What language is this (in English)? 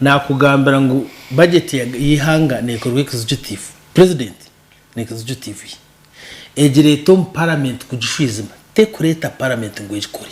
Nyankole